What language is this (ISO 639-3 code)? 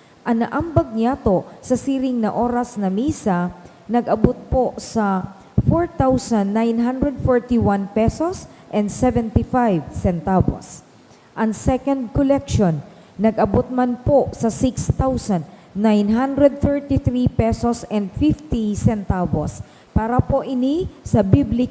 bik